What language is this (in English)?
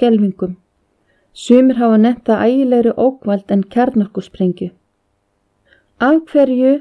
Icelandic